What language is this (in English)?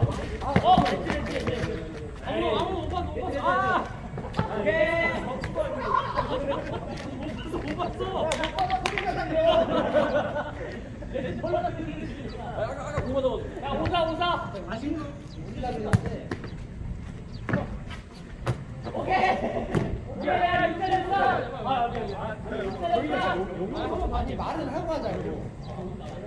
Korean